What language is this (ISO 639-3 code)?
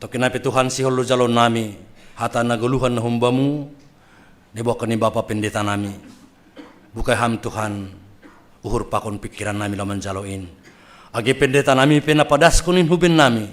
bts